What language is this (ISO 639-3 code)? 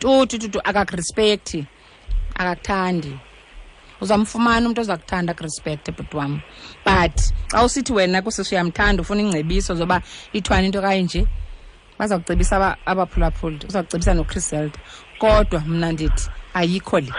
xho